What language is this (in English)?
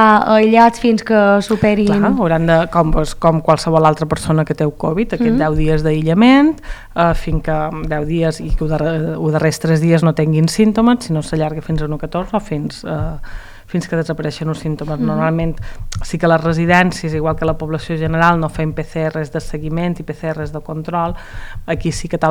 Catalan